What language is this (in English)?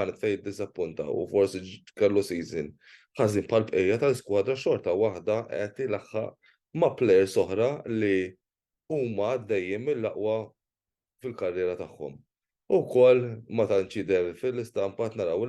Maltese